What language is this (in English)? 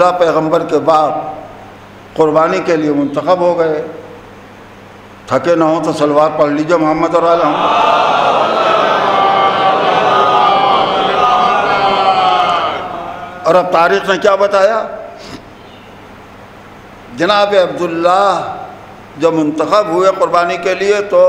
Urdu